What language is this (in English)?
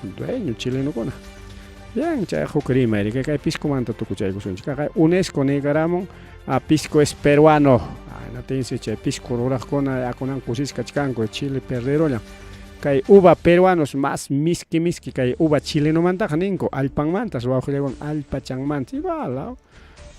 Ayacucho Quechua